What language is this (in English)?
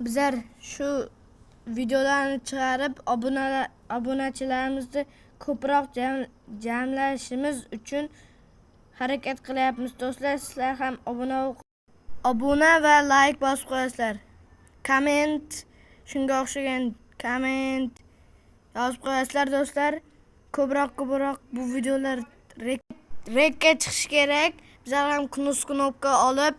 Uzbek